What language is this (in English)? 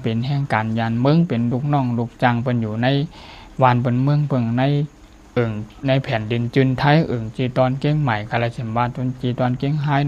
Shan